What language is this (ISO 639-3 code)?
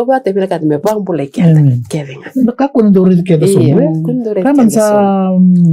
fij